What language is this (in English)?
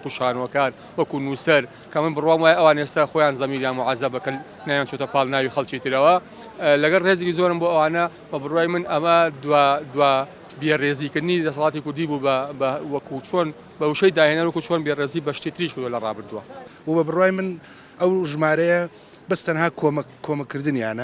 Central Kurdish